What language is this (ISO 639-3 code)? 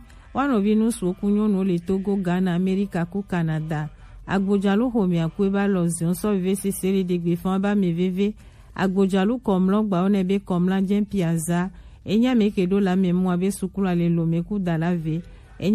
gej